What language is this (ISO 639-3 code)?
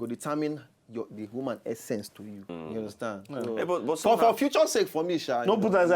pcm